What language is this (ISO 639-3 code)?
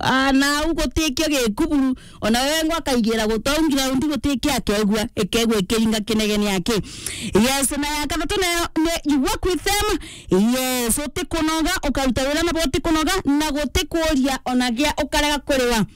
mer